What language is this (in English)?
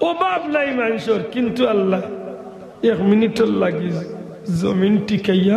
Sylheti